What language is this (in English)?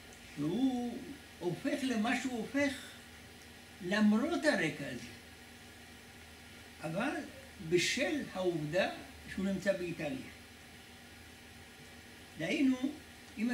Hebrew